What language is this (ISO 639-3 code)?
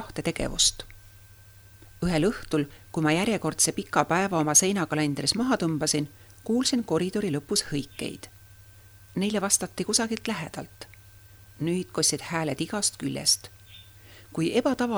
est